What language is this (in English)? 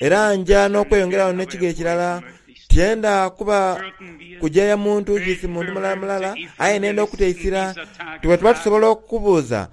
Soga